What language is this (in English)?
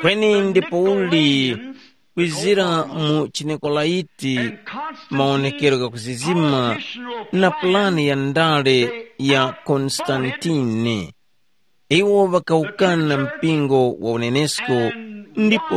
Tumbuka